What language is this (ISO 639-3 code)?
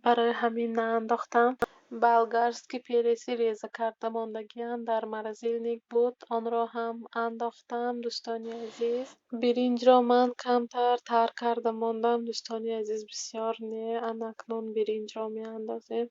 tgk